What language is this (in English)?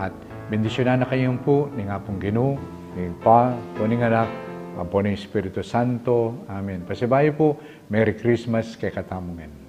Pampanga